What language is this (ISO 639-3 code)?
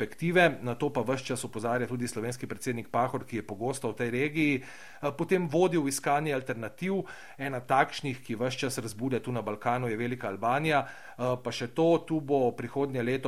slv